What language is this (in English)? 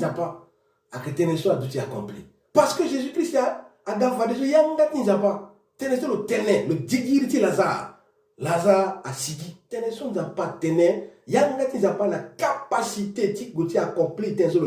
Sango